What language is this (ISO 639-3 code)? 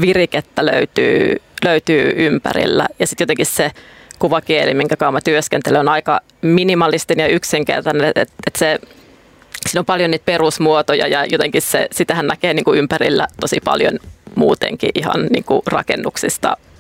fin